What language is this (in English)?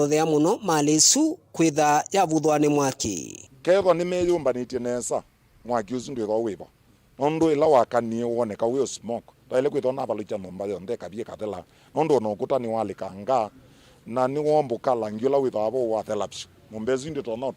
Kamba